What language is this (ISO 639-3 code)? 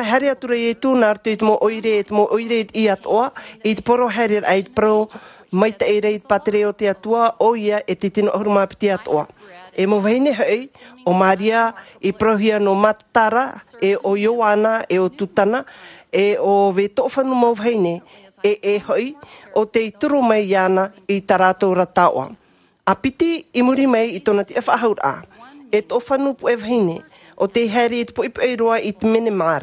tah